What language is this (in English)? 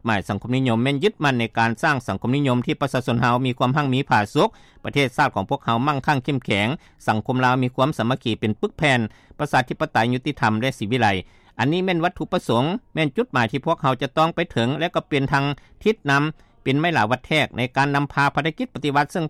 Lao